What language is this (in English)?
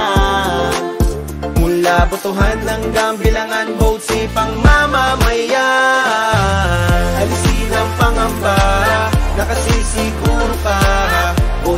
Filipino